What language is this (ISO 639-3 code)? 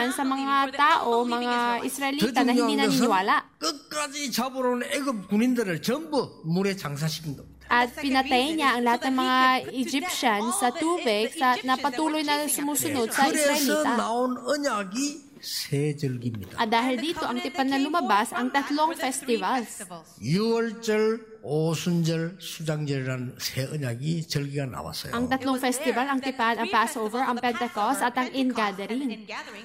fil